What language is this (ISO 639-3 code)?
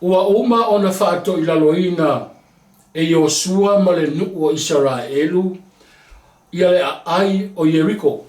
smo